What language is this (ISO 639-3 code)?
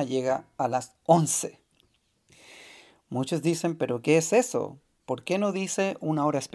spa